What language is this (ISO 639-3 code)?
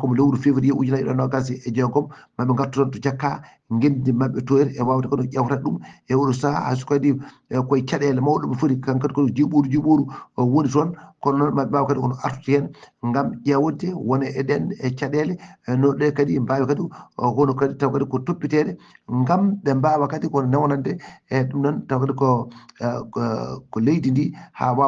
ful